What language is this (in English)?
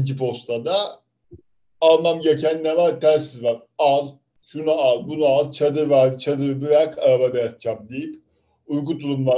Turkish